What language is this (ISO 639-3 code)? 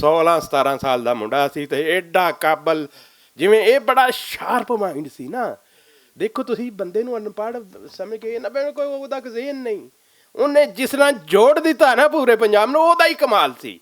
lah